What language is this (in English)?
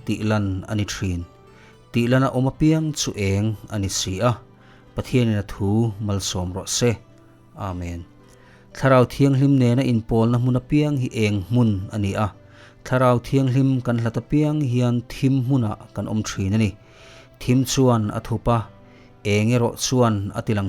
Mizo